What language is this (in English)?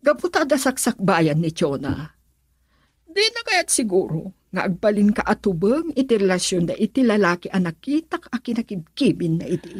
Iloko